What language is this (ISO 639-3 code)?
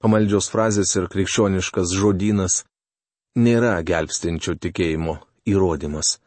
lit